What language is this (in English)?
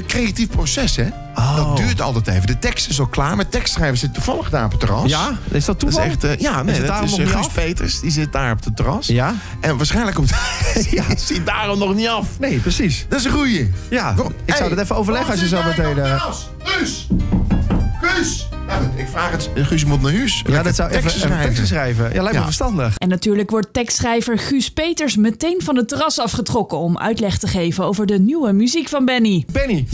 Dutch